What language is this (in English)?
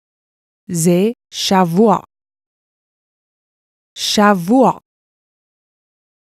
Hebrew